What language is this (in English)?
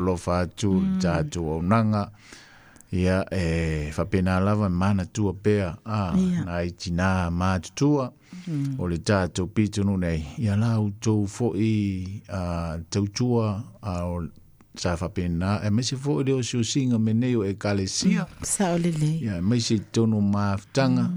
Samoan